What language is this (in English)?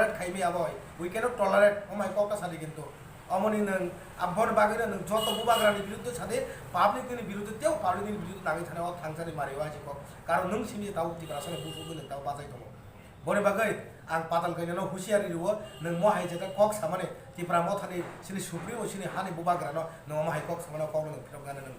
Kok Borok